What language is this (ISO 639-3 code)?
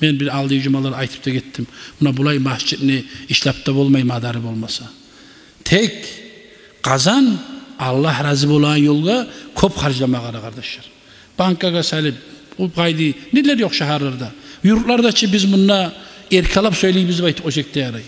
kum